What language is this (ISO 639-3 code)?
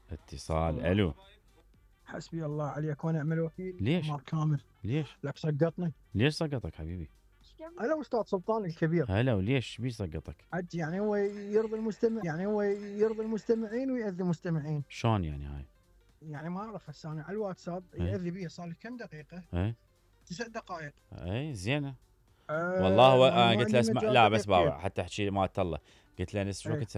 acm